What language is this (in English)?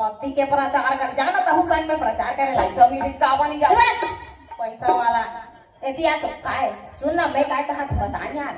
Chhattisgarhi